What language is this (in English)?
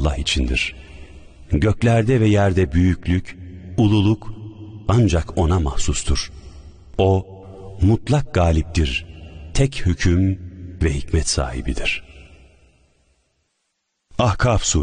Turkish